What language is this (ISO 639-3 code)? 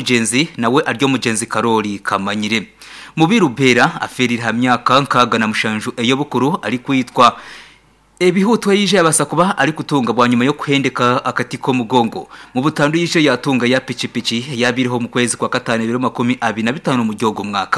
nyn